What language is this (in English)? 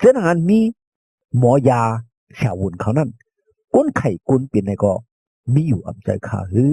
Shan